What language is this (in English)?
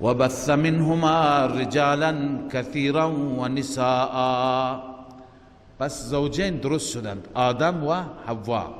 Persian